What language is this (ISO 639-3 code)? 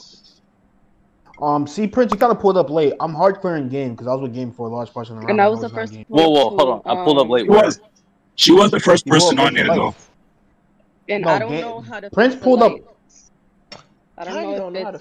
eng